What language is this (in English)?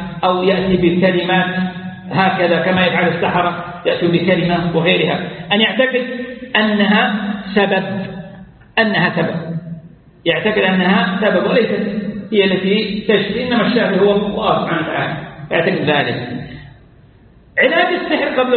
Arabic